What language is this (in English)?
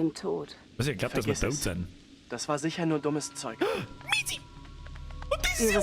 Bavarian